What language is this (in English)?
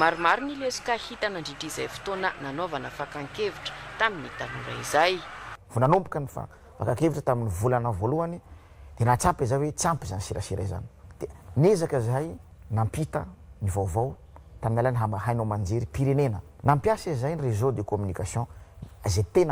Malagasy